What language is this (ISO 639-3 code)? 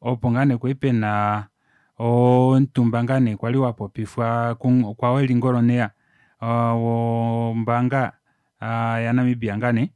kua